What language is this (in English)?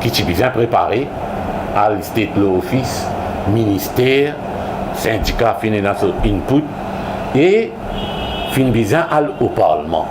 Morisyen